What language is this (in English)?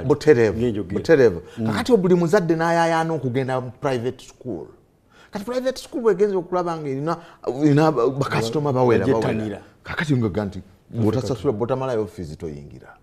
Ganda